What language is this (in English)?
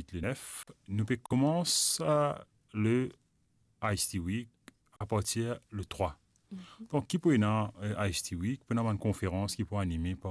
Morisyen